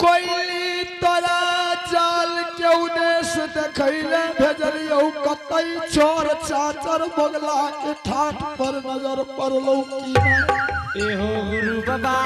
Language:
Angika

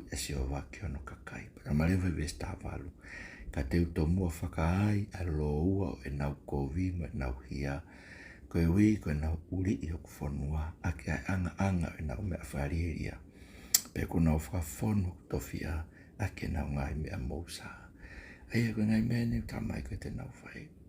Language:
Tongan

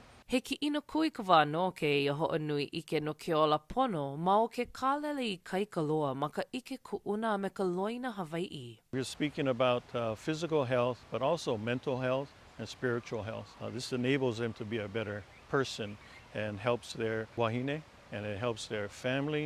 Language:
Hawaiian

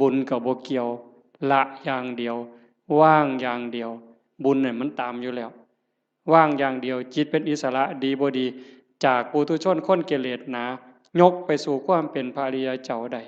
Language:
Northeastern Thai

